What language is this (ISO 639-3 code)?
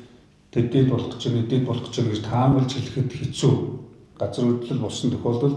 mon